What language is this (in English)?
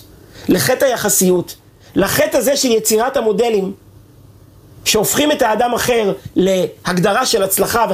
Hebrew